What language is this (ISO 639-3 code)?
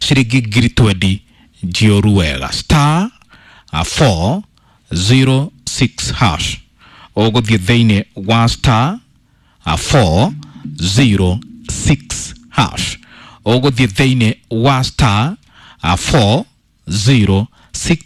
kik